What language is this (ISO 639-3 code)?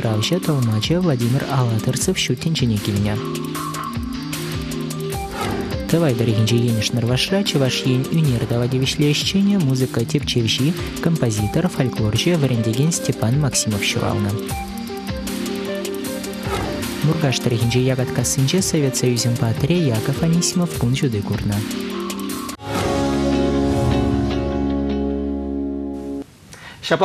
chv